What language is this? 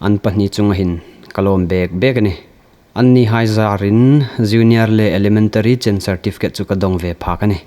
Hmar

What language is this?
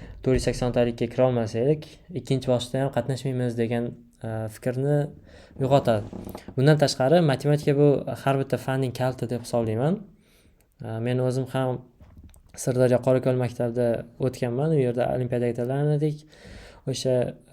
Uzbek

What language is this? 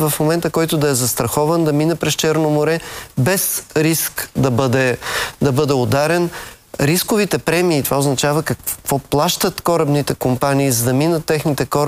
Bulgarian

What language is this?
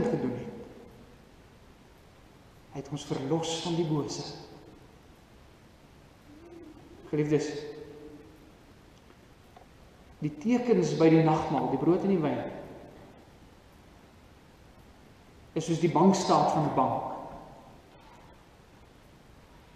Afrikaans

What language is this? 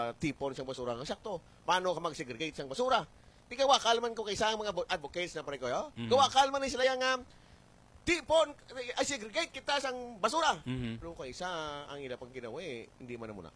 Hiligaynon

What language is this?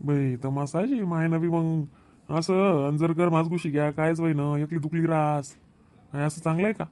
Khandesi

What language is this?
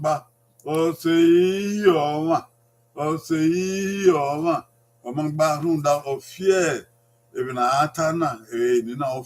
Bini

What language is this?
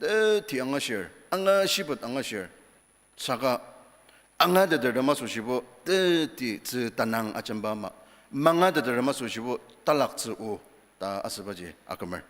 Ao Naga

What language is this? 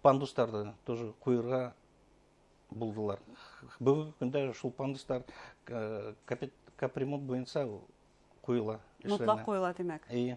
Bashkir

